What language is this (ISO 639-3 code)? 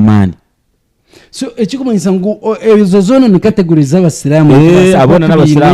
nyn